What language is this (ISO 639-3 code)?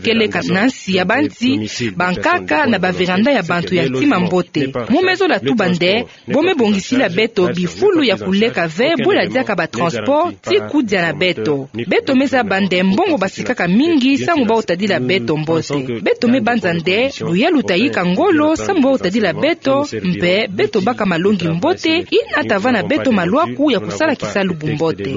ktu